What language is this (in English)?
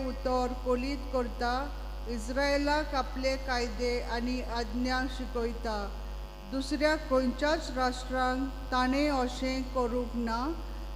Konkani